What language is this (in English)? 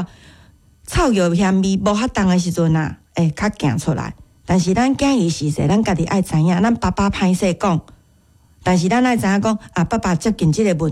Min Nan Chinese